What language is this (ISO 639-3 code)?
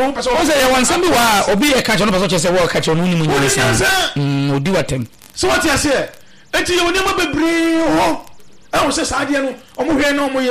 aka